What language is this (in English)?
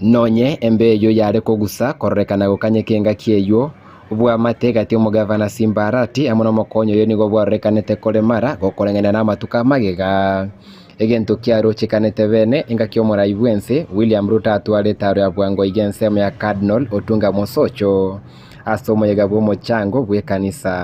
Gusii